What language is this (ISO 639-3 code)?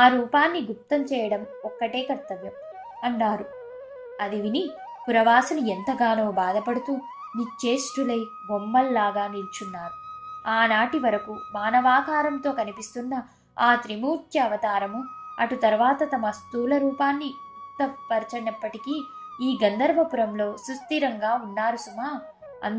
tel